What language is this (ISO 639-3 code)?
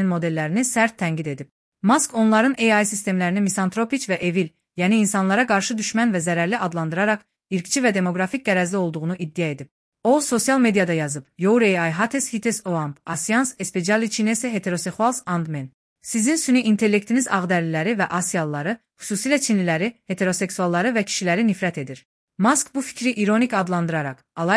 aze